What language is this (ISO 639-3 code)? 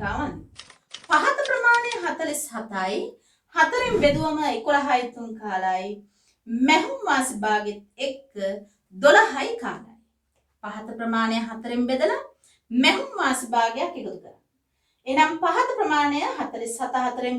sin